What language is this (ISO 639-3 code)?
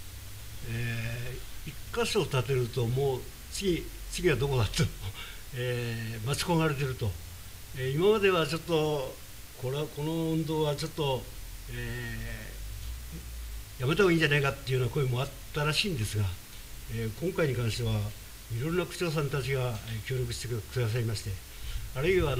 jpn